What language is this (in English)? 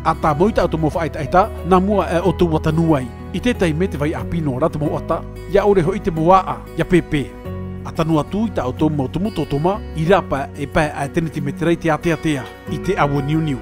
Tahitian